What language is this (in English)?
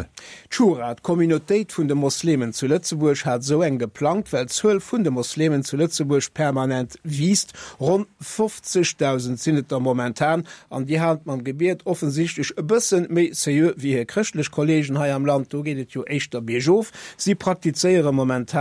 Luxembourgish